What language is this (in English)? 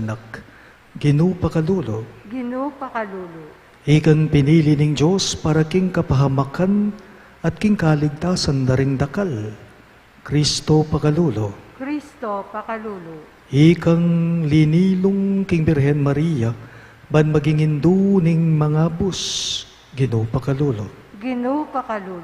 Pampanga